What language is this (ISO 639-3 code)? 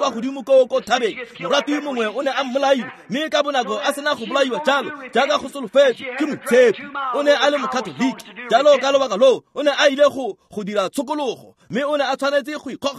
tsn